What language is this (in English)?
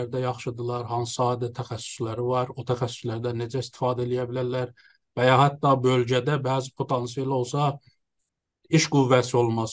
South Azerbaijani